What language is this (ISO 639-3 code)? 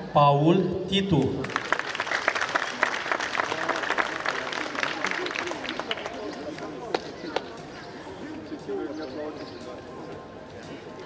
ron